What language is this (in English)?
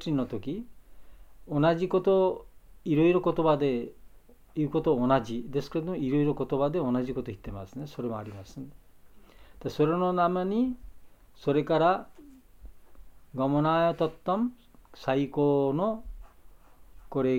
Japanese